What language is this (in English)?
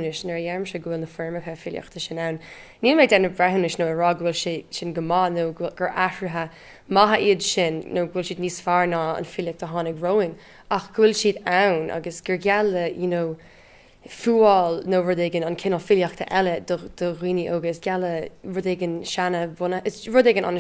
Irish